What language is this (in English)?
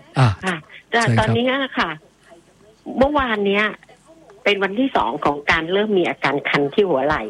Thai